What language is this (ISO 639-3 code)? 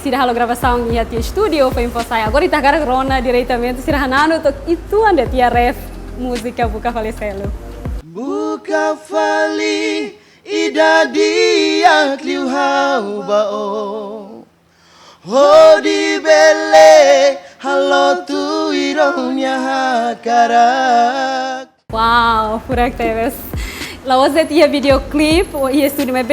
tet